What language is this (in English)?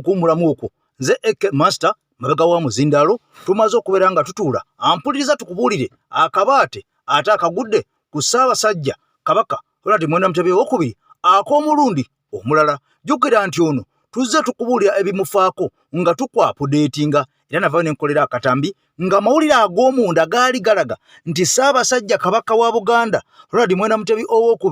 Ganda